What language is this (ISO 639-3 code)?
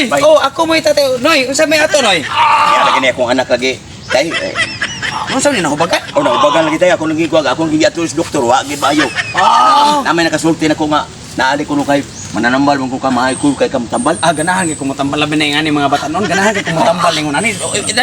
ceb